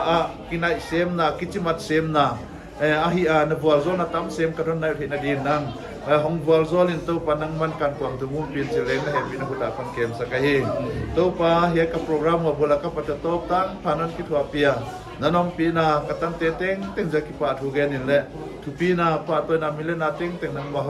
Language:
Paite Chin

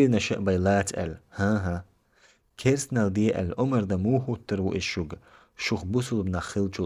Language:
Chechen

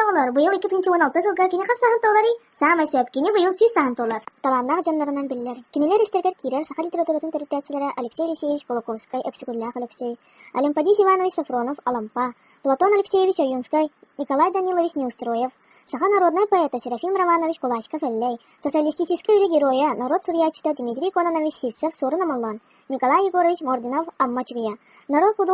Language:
Yakut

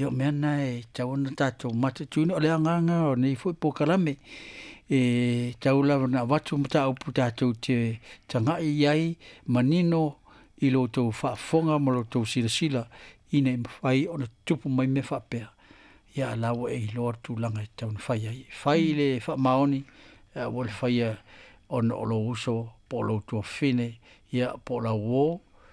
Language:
Samoan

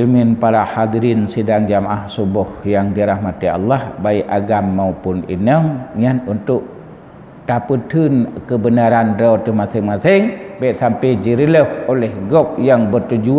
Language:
Achinese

